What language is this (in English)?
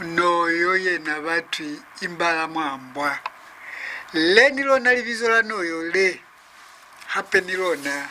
Lozi